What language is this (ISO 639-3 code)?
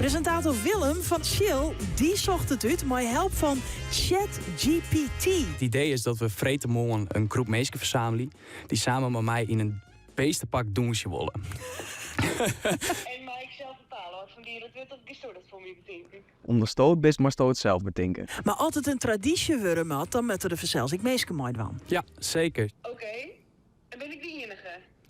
fry